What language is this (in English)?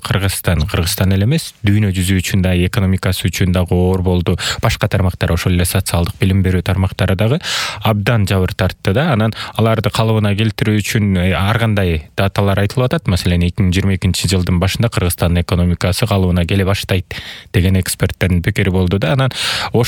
Kyrgyz